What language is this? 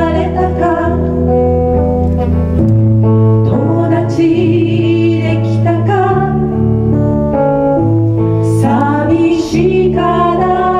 Japanese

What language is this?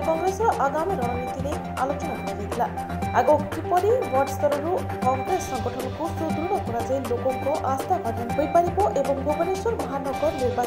Odia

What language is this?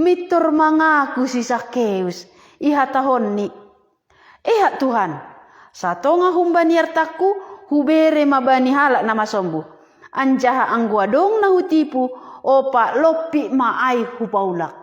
Batak Simalungun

